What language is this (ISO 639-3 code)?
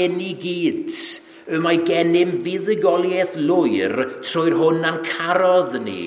cym